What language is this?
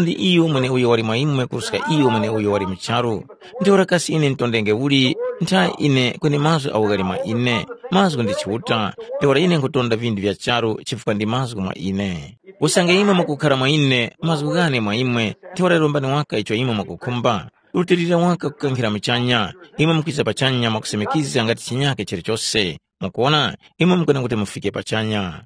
Tumbuka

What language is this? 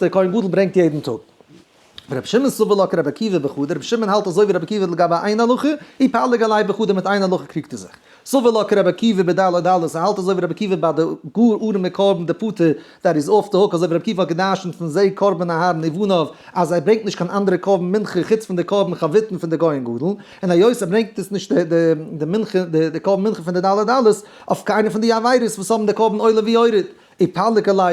Yiddish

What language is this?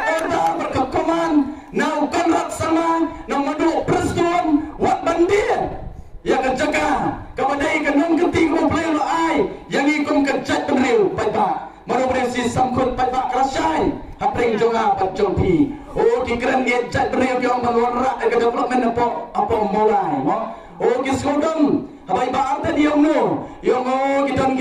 Khasi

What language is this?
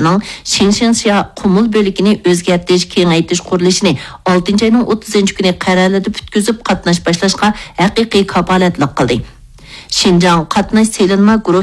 Uyghur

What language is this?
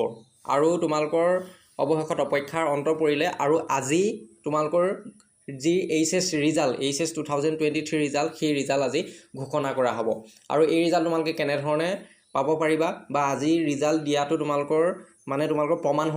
Assamese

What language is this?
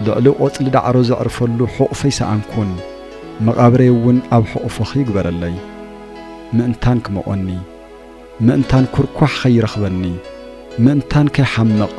Tigrinya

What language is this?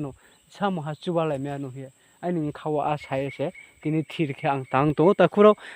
Riang (India)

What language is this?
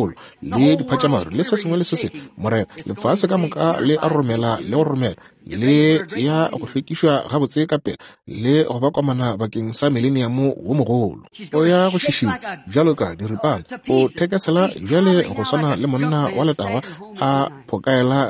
Northern Sotho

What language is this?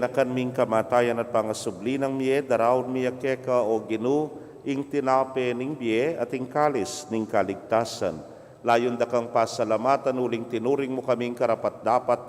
Pampanga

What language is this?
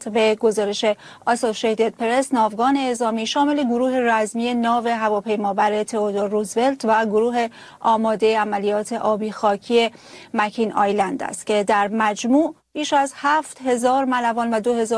Persian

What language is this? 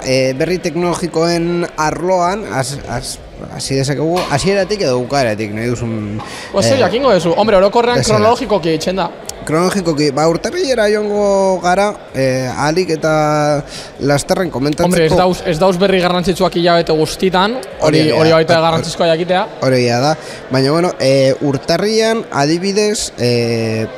Basque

